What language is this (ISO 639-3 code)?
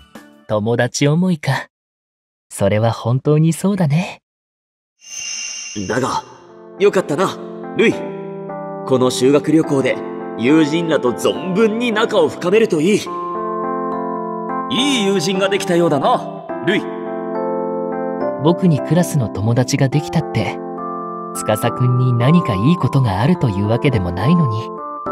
jpn